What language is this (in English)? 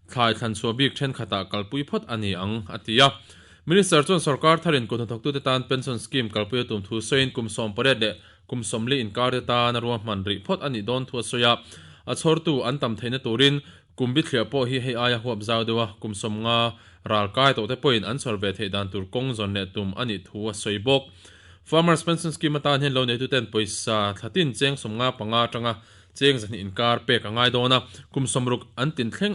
Mizo